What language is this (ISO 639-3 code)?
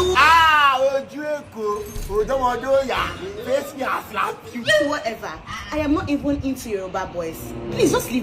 pcm